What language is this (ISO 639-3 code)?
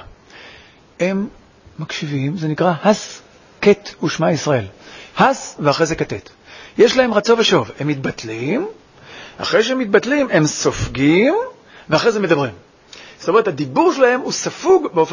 heb